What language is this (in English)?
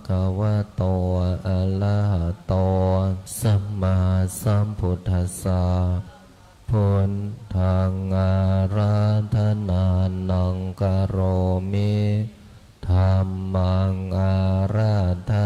Pali